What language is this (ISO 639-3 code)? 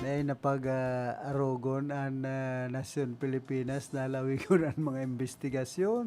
bik